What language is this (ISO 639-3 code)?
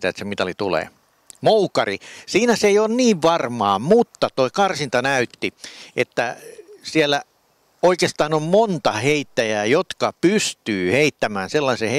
fin